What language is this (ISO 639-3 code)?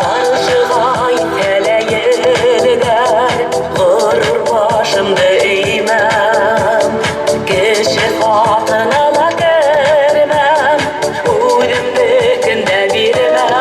bak